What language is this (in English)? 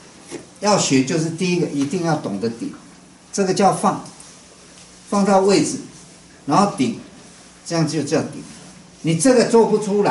Chinese